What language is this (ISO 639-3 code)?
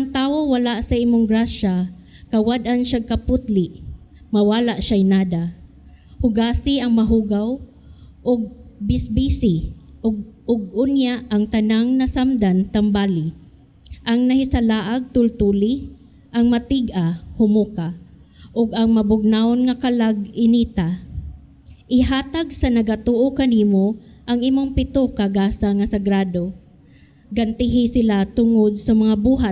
ceb